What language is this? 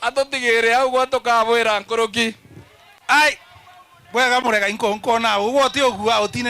Meru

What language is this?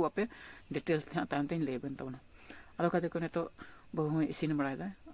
Santali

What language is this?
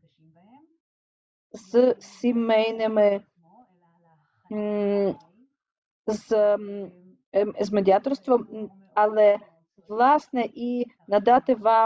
Ukrainian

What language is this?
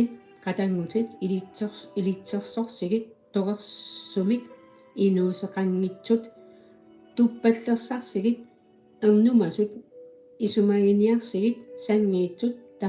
Kalaallisut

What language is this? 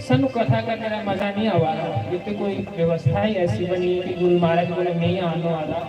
Dogri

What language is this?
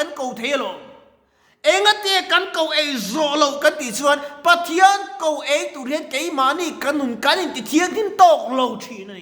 Mizo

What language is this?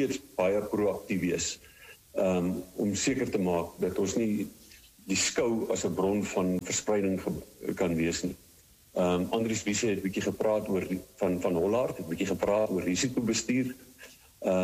Afrikaans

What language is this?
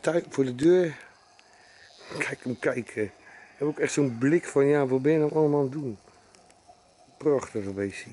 Dutch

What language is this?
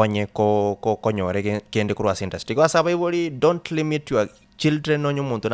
Gusii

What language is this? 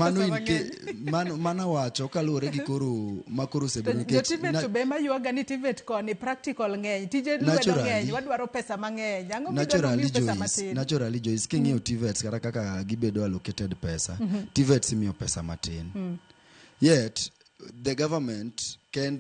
Luo (Kenya and Tanzania)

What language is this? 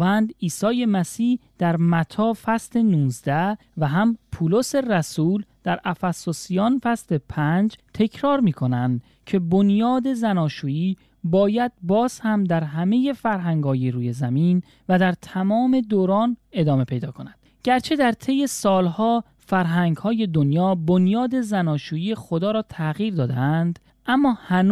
Persian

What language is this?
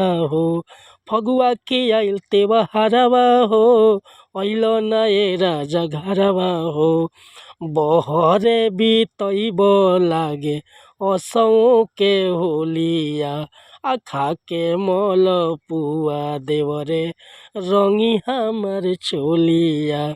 Bhojpuri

